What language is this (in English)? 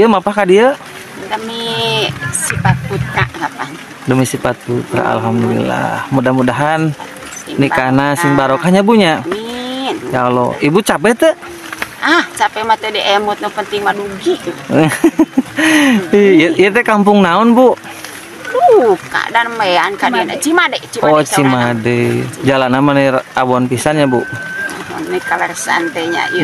Sundanese